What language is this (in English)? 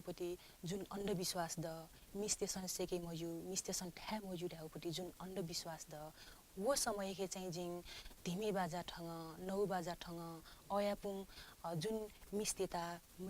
Newari